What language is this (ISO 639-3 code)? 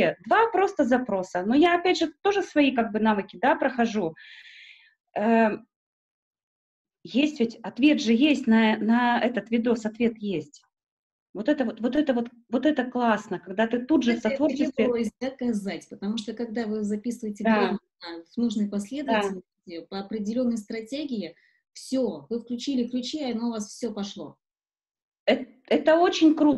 rus